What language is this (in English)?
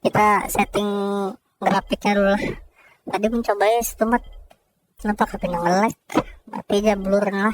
Banjar